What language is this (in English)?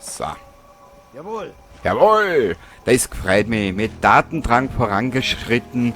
Bavarian